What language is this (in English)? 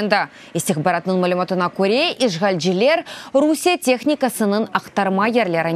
Crimean Tatar